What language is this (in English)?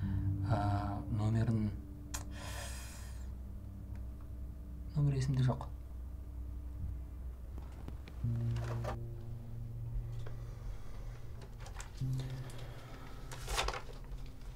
Kazakh